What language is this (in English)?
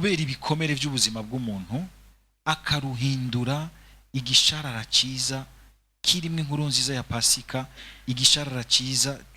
Rundi